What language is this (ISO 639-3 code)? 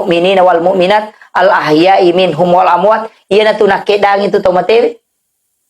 bug